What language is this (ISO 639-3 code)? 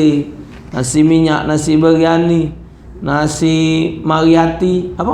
mui